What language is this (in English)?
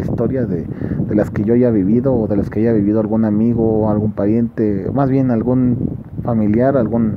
Spanish